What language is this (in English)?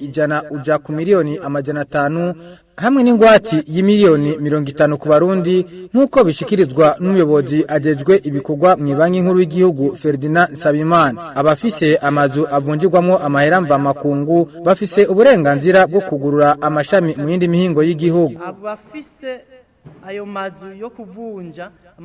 Rundi